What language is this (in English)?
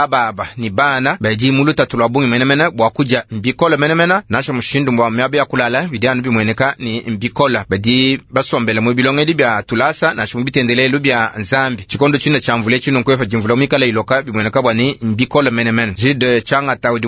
Luba-Lulua